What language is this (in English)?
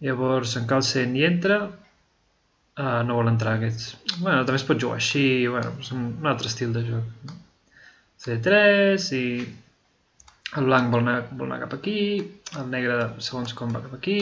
Catalan